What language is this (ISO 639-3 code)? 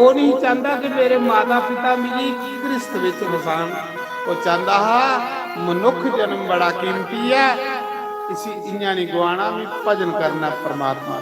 doi